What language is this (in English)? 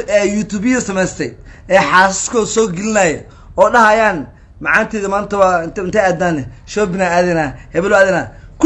Somali